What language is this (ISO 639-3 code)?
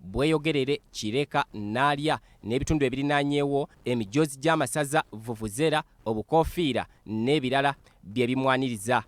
lug